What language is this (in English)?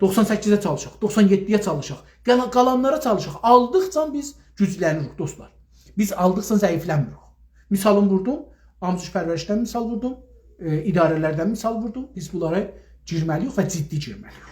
South Azerbaijani